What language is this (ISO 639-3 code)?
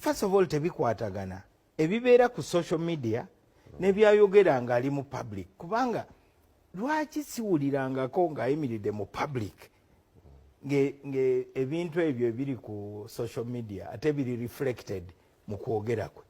lug